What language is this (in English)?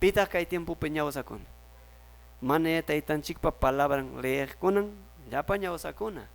Quechua